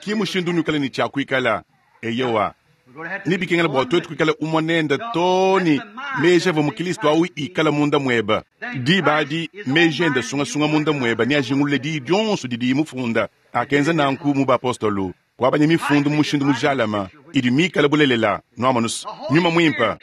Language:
Luba-Lulua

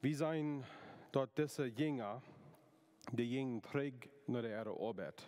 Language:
Plautdietsch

